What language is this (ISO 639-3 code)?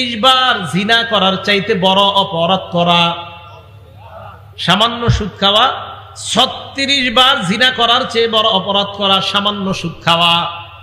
ben